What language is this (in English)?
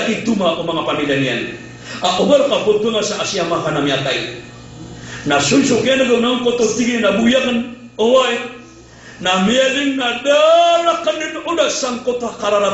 Maranao